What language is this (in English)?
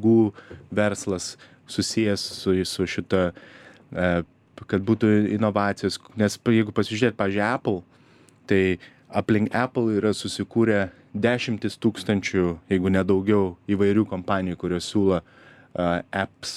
Lithuanian